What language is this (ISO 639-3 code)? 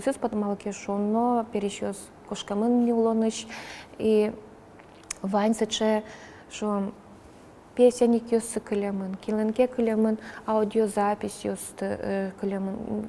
udm